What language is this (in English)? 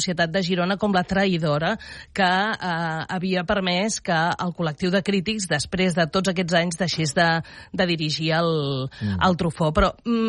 Catalan